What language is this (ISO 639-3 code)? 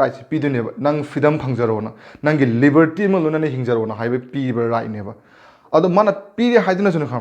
mni